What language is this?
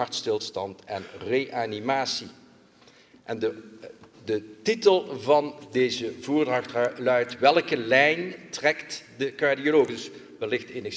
Dutch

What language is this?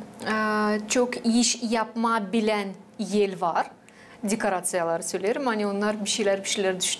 Gagauz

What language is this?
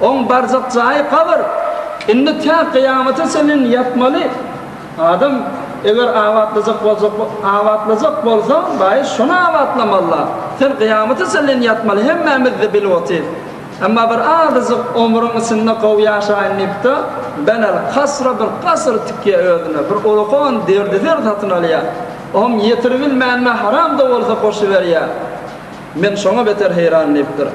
Turkmen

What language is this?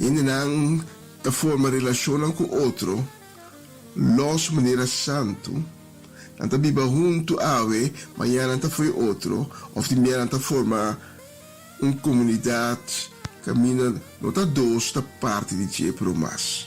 Papiamento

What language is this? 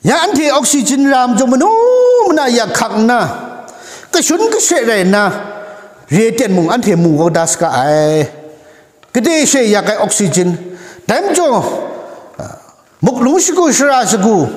Kachin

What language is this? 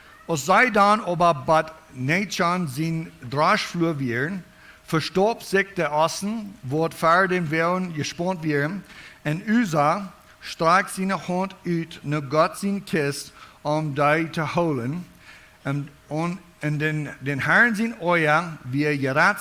Plautdietsch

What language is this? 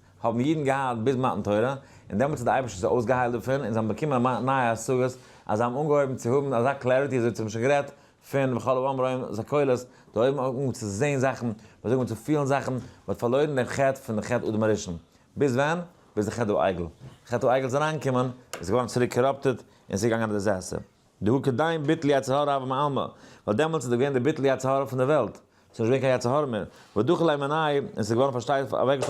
Yiddish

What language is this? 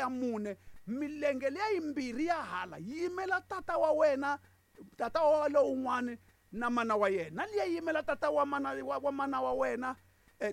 Tsonga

